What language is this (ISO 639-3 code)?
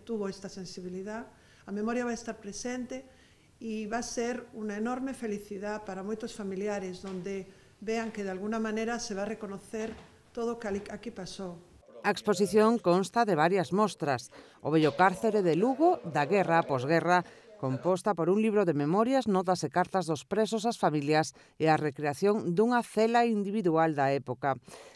glg